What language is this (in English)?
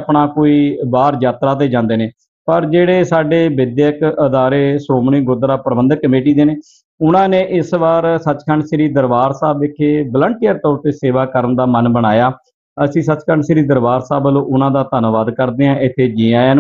Punjabi